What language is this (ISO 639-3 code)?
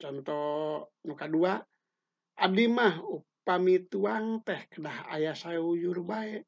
sun